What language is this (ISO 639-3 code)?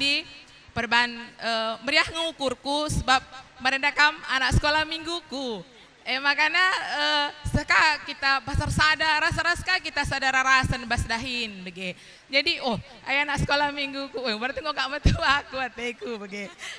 btx